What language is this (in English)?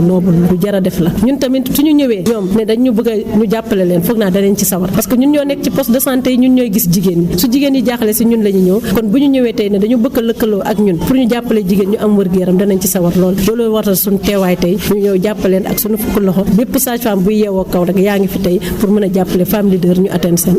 Wolof